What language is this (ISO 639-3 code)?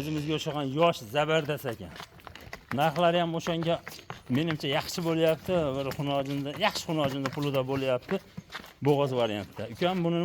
uzb